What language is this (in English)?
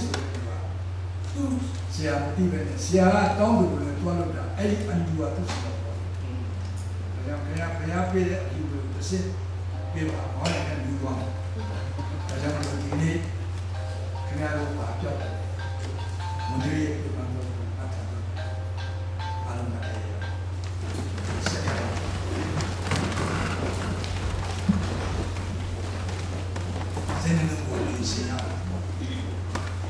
Burmese